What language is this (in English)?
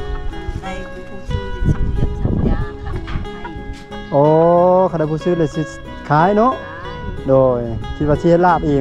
Lao